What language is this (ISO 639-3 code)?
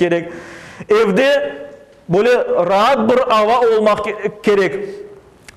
crh